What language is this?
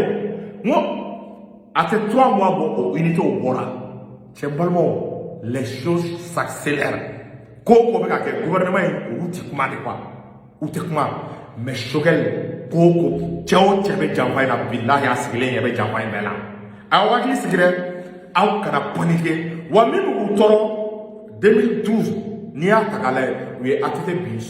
Bambara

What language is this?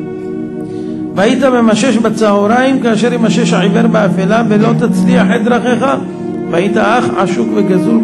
Hebrew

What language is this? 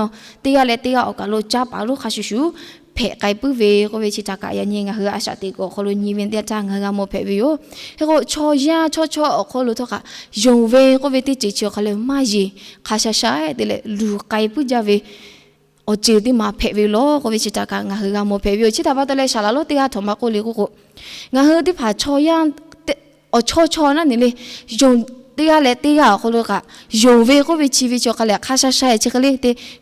Lahu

